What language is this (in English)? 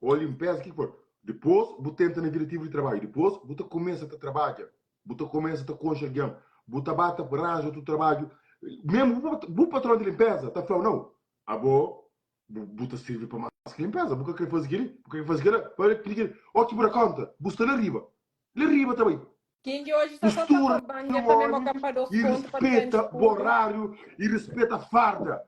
Kabuverdianu